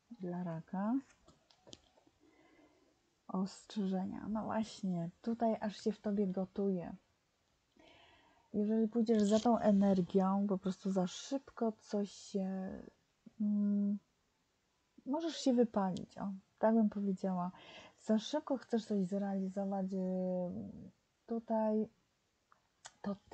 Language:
Polish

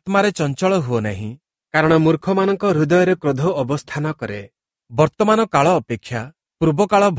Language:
Odia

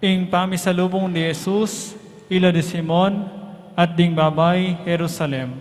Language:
Pampanga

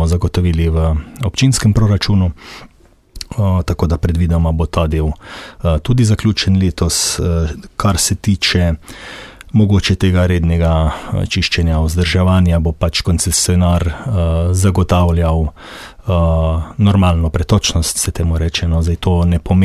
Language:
Slovenian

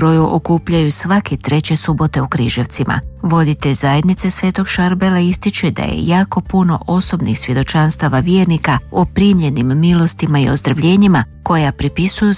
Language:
Croatian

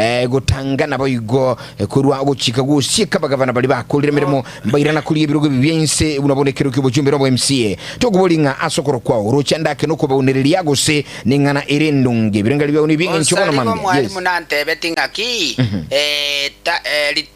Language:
Gusii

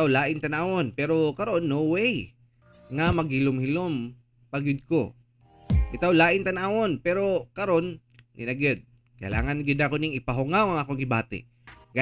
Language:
Cebuano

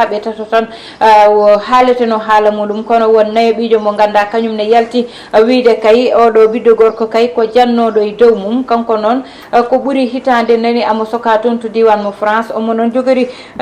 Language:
Fula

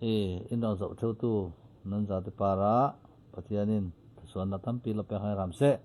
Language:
Falam Chin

